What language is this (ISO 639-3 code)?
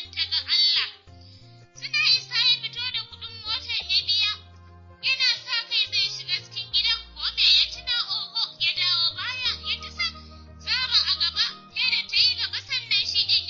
hau